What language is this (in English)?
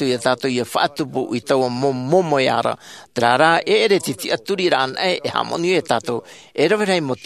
Tahitian